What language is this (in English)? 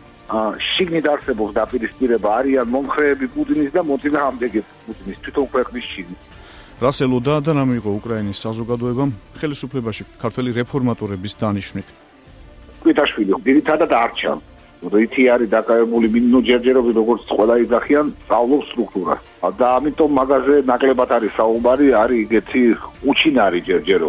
Georgian